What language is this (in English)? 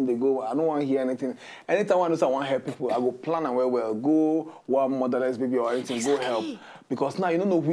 Nigerian Pidgin